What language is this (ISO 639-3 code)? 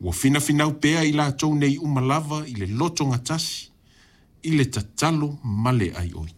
smo